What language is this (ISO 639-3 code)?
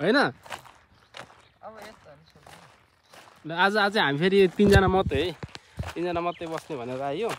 nep